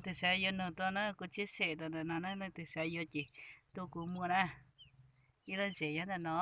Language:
Hmong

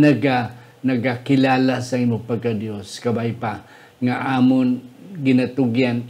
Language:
Hiligaynon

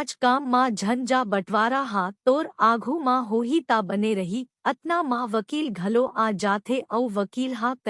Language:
Chhattisgarhi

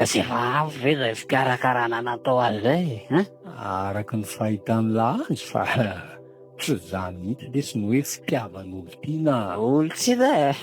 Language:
Malagasy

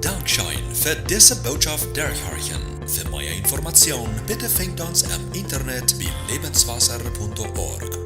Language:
Plautdietsch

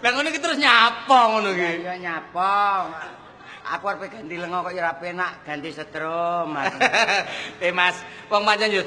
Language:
Javanese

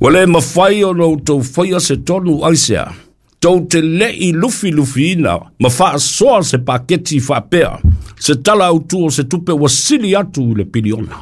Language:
Samoan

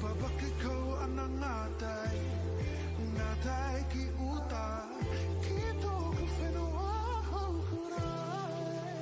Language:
Māori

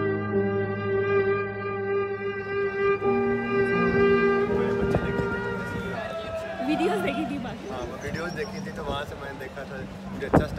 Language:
Hindi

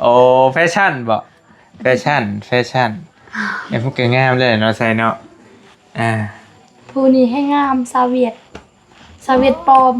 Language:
Northeastern Thai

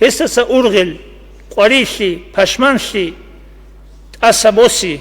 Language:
Avaric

